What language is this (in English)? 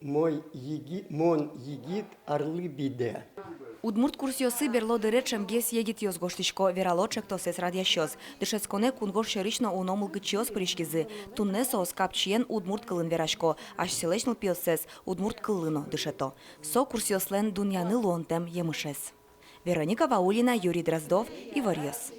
Udmurt